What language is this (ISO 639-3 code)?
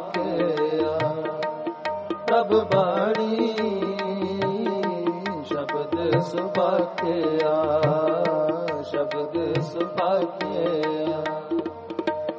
pan